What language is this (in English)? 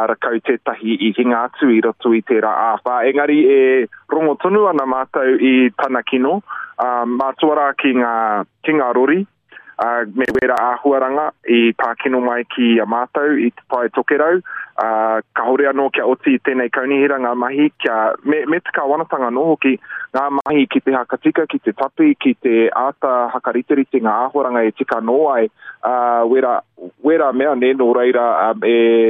Māori